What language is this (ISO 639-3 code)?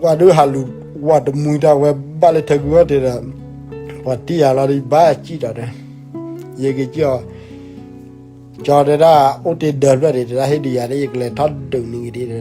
ksw